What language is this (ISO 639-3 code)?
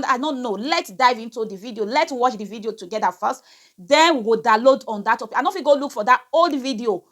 pcm